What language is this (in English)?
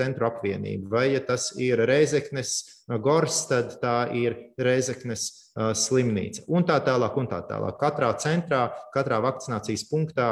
Latvian